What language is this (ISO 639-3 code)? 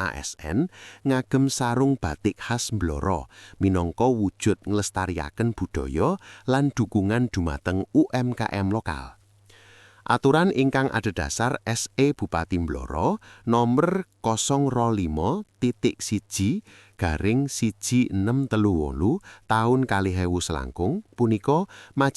jav